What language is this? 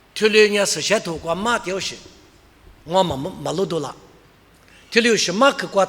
Lisu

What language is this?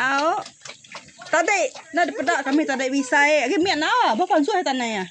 Iban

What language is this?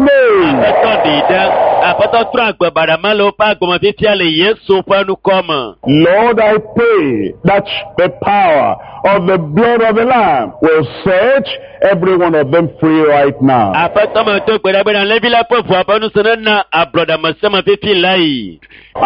Ewe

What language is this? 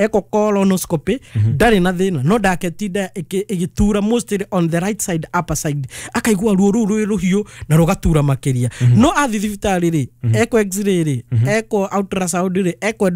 Kikuyu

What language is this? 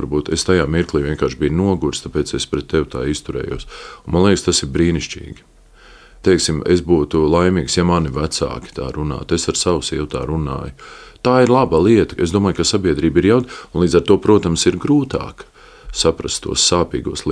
Latvian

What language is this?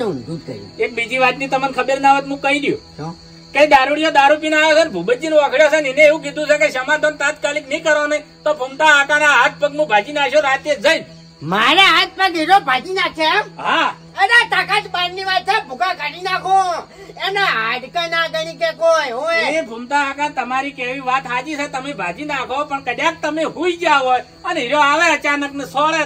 Gujarati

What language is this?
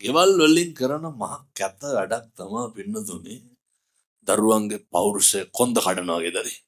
Sinhala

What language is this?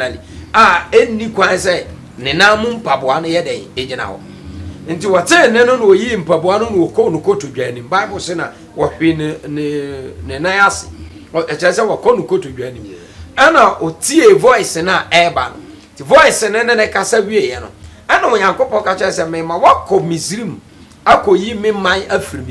Akan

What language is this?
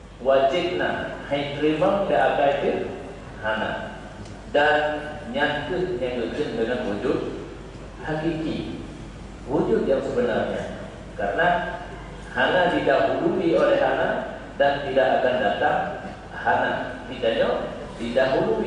Achinese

